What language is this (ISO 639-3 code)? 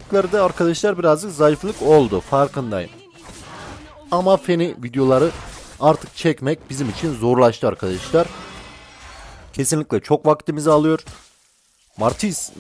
tur